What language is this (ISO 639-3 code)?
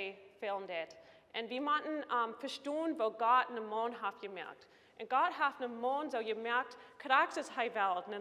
pdt